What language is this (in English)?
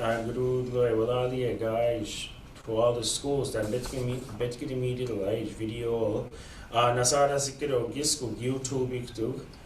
Mi'kmaw